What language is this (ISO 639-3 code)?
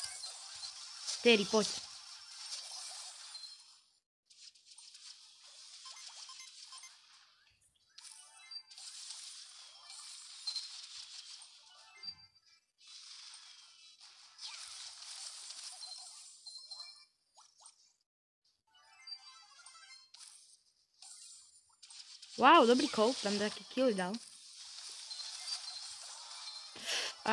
slk